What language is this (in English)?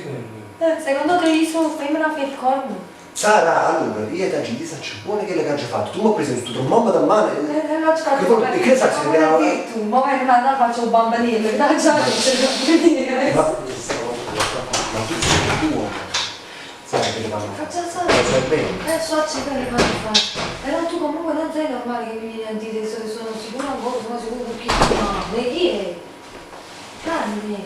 Neapolitan